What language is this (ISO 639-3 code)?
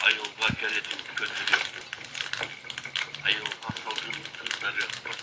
sah